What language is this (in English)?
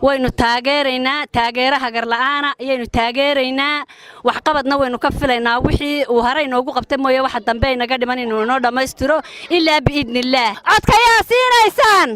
Somali